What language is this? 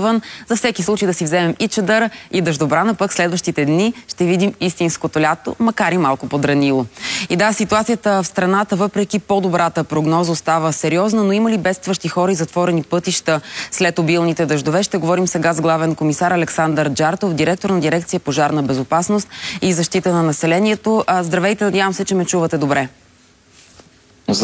Bulgarian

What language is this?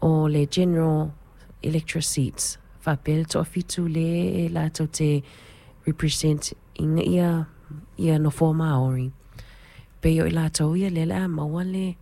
Samoan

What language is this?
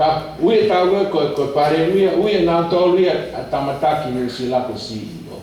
Tongan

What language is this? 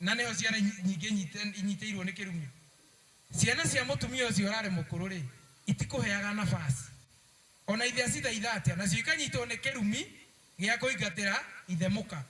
Kikuyu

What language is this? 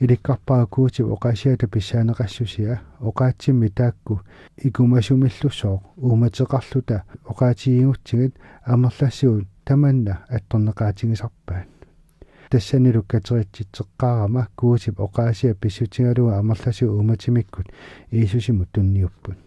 Kalaallisut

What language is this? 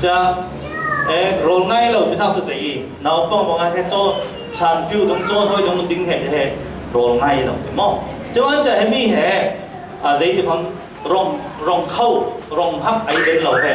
Falam Chin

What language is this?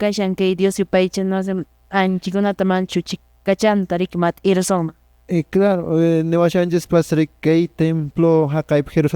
Quechua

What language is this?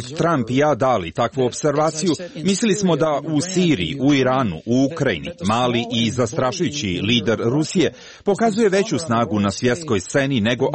Croatian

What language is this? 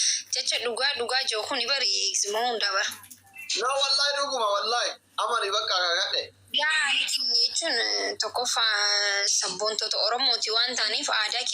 Oromo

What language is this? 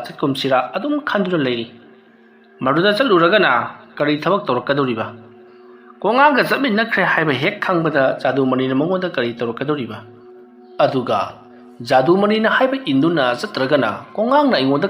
Manipuri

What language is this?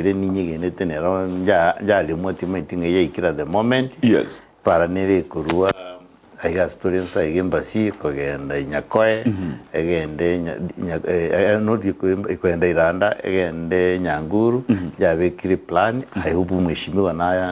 Gusii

